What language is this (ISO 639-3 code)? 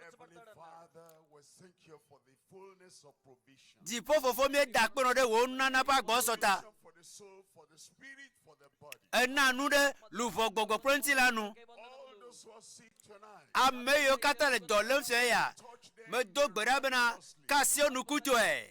ewe